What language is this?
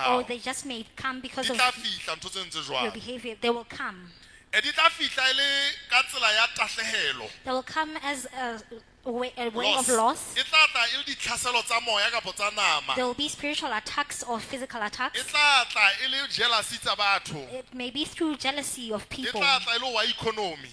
Southern Sotho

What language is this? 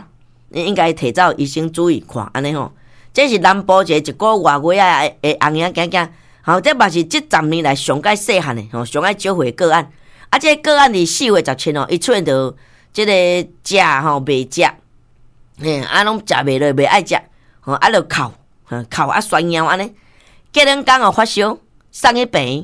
Min Nan Chinese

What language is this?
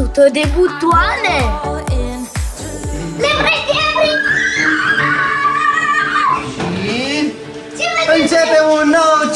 Romanian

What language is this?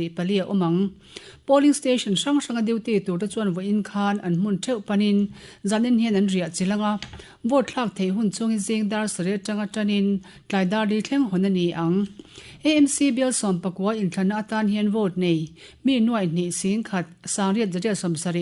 Mizo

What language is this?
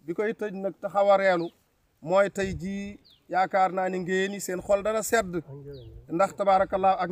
Wolof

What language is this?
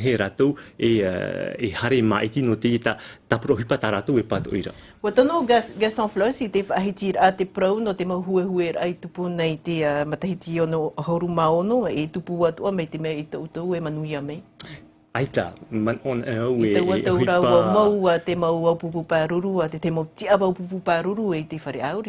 Tahitian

